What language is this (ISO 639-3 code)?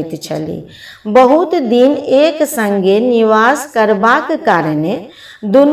mai